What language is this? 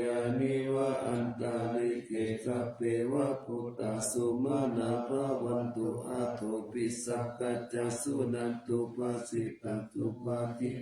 Pali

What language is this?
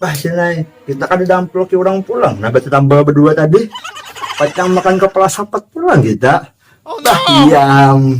Banjar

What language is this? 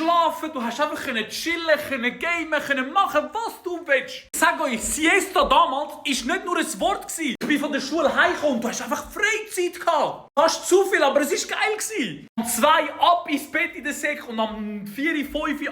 Swiss German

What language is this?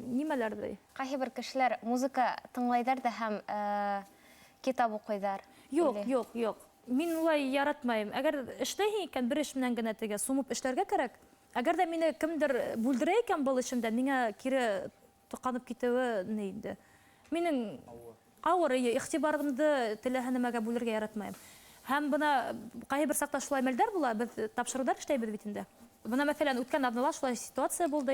Bashkir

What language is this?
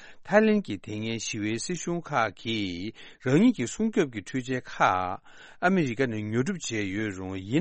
Tibetan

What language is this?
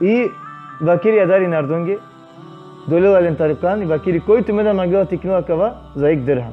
Balkan Romani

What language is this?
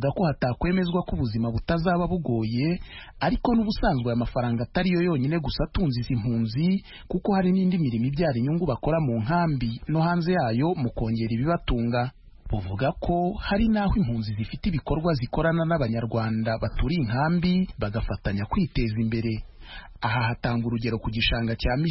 Kinyarwanda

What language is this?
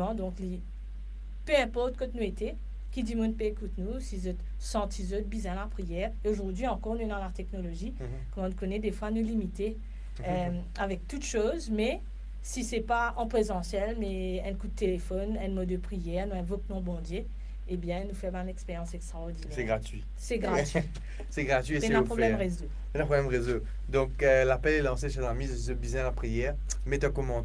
Morisyen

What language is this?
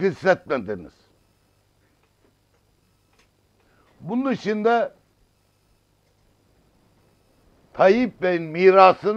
Turkish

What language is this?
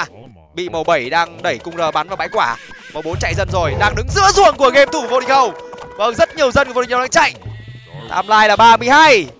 Vietnamese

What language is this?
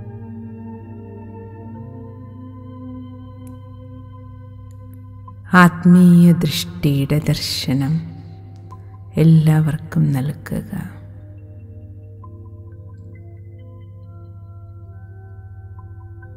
Malayalam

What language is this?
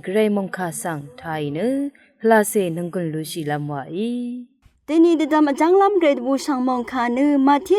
Rawang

